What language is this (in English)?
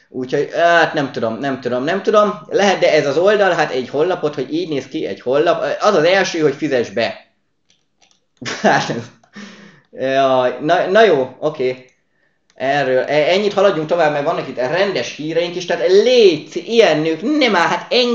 Hungarian